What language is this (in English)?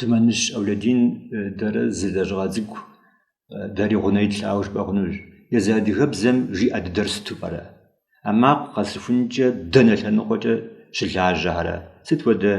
Kabardian